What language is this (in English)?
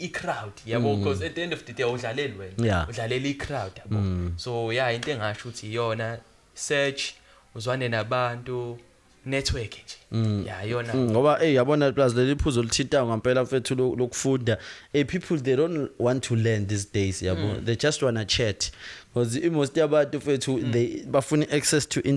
Zulu